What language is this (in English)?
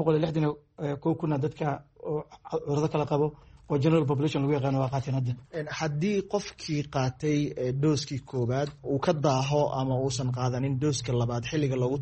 Somali